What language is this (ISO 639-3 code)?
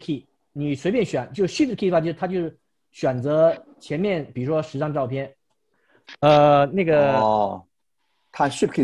zho